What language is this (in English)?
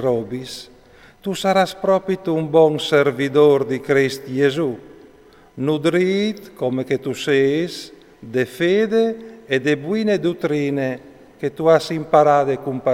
Friulian